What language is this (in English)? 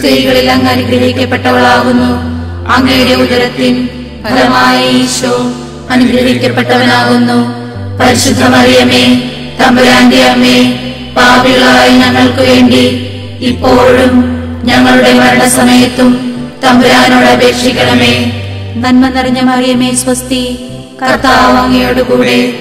Malayalam